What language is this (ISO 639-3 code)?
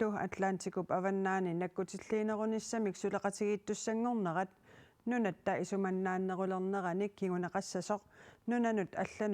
kal